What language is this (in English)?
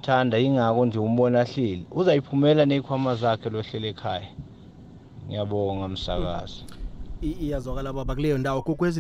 South Ndebele